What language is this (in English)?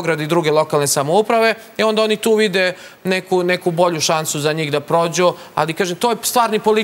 Serbian